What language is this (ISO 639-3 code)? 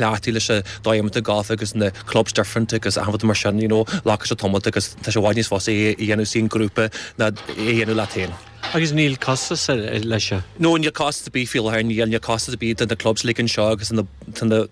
gle